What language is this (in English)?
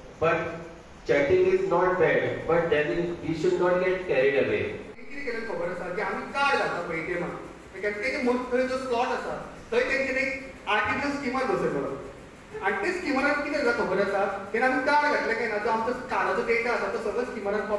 Konkani